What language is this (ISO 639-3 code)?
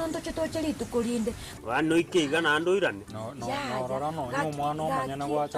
guz